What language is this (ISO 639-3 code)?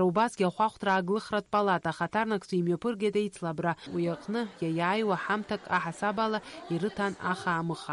abk